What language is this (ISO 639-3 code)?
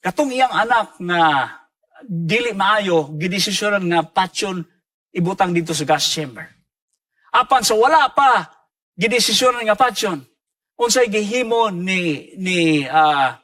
ceb